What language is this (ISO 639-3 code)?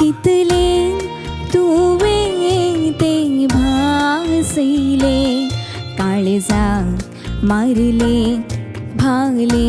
kok